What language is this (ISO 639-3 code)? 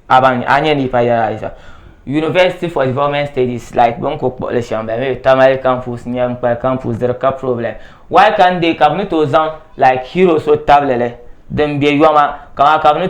dag